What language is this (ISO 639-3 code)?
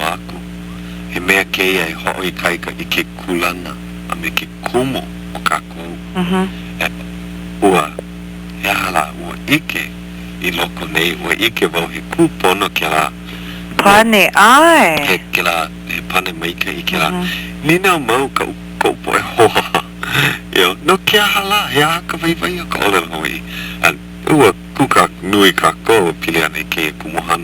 haw